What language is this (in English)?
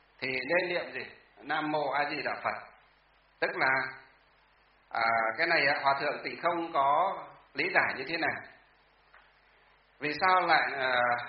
Vietnamese